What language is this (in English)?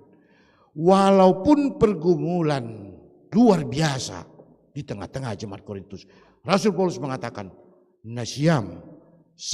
Batak Simalungun